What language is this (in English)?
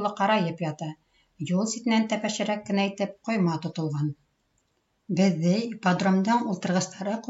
Bashkir